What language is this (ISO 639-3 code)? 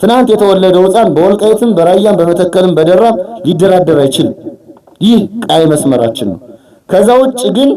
amh